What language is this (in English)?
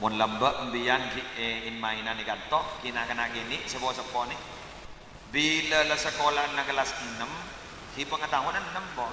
Madurese